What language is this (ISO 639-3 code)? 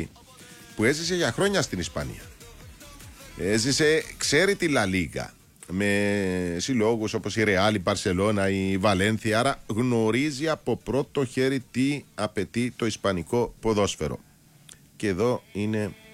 ell